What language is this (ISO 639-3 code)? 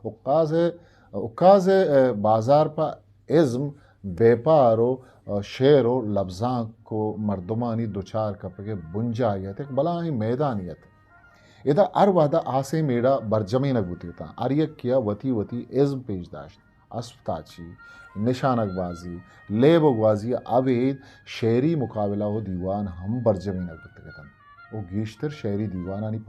bgp